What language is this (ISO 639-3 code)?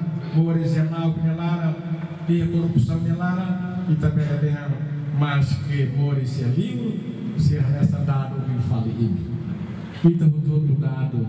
tet